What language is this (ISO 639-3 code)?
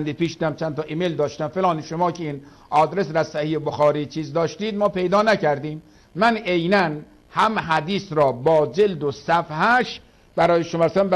fas